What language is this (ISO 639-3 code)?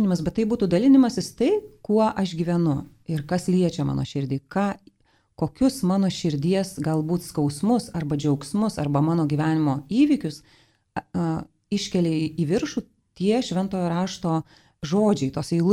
lit